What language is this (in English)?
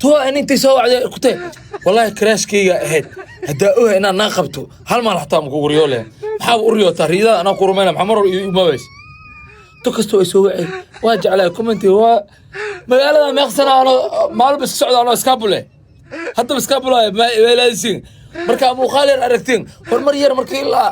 Somali